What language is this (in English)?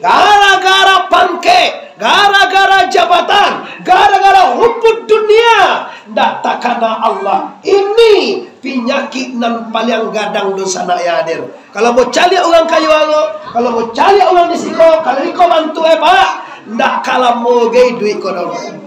Minangkabau